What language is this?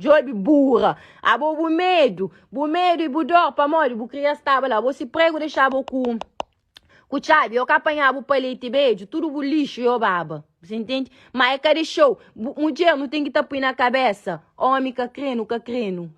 Kabuverdianu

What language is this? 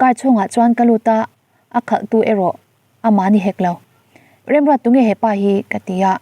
Mizo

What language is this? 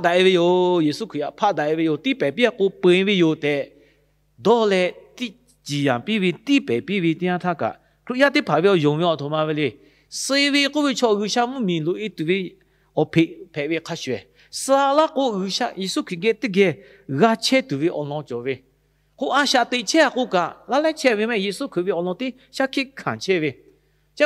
Lahu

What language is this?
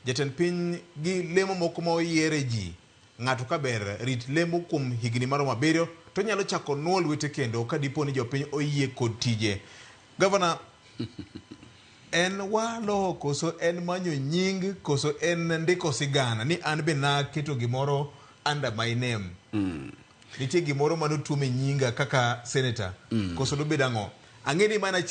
Luo (Kenya and Tanzania)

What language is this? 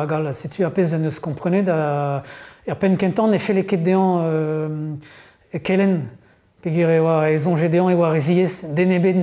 Breton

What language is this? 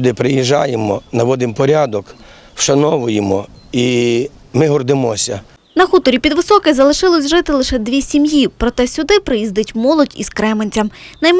Ukrainian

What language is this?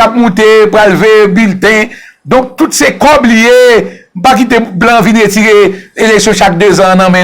Haitian Creole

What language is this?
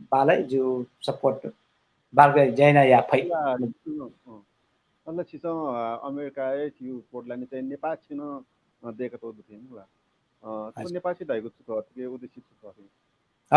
Newari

